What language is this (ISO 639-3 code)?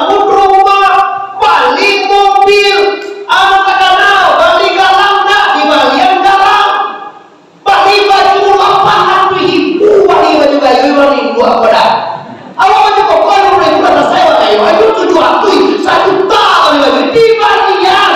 min